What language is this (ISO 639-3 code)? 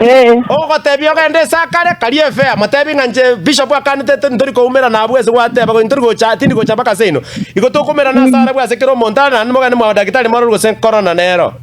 guz